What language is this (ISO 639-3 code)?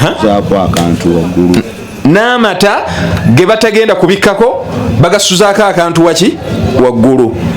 lug